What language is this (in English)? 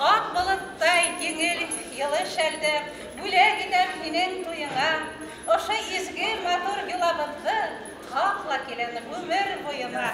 Bashkir